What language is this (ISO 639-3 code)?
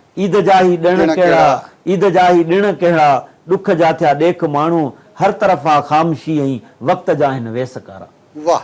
snd